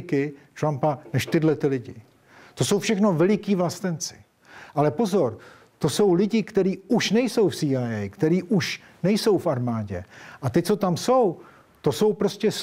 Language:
Czech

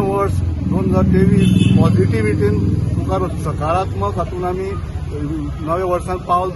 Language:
Konkani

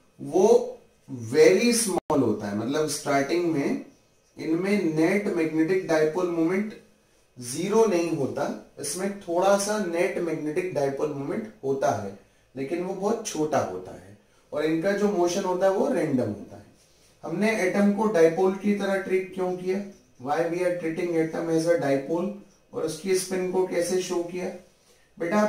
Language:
Hindi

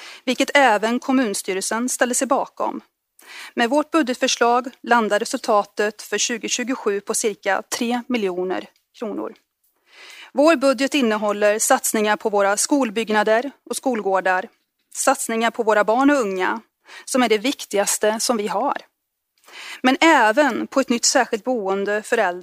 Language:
Swedish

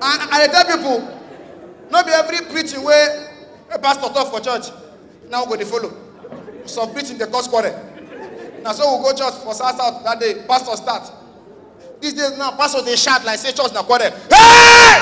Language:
Nigerian Pidgin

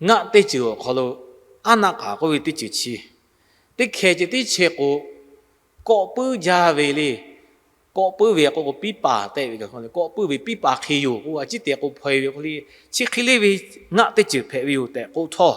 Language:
Lahu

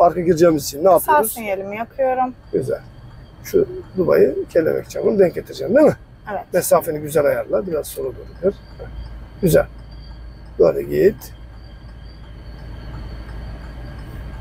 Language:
Turkish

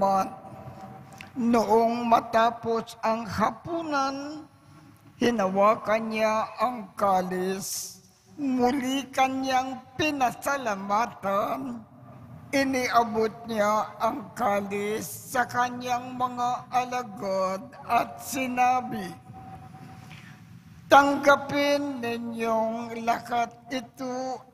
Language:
Filipino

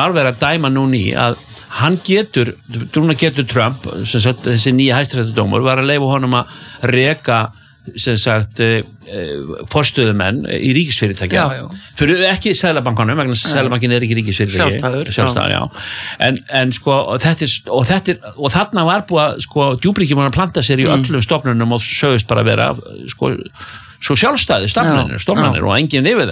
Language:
Icelandic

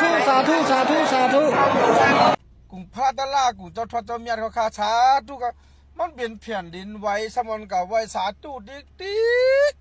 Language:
Shan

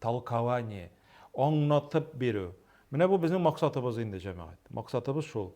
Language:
Tatar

